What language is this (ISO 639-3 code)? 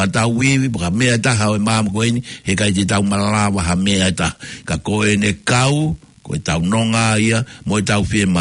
ton